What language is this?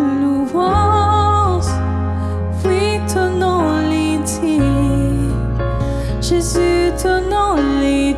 Morisyen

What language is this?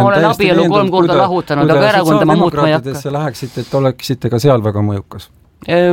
Estonian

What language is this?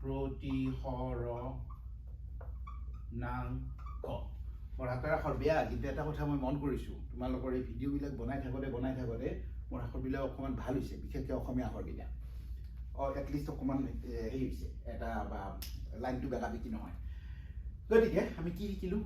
Assamese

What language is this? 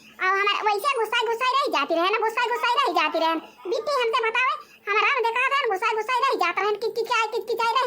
Awadhi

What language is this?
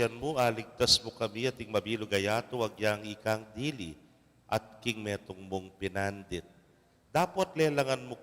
Pampanga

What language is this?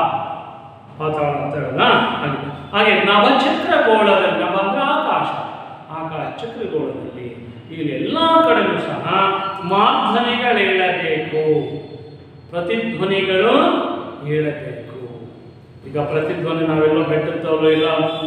Kannada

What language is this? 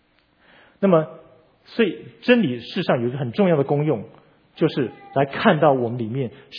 Chinese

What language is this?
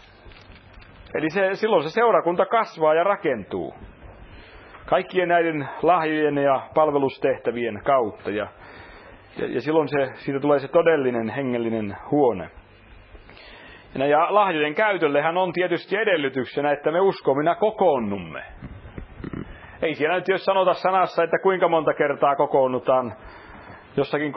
Finnish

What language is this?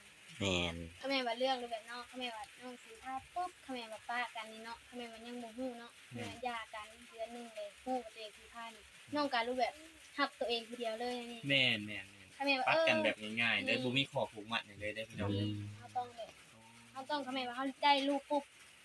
Northeastern Thai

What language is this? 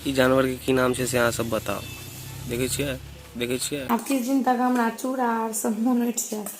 Maithili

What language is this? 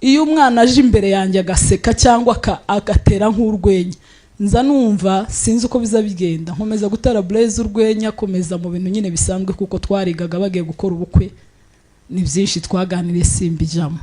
Kinyarwanda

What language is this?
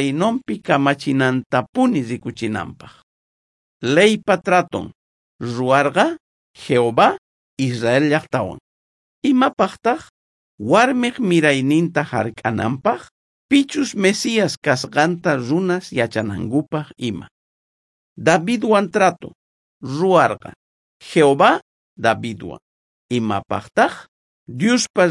South Bolivian Quechua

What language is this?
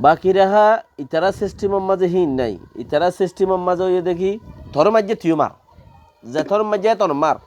Rohingya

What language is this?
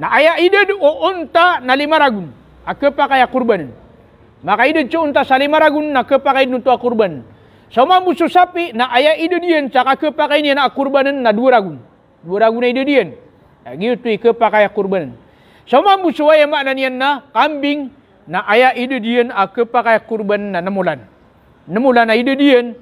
Maranao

